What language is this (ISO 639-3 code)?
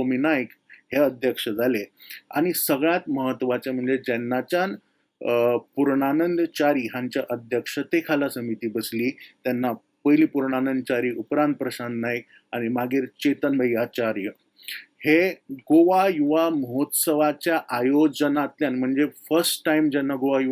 kok